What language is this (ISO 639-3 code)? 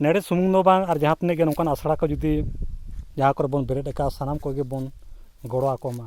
sat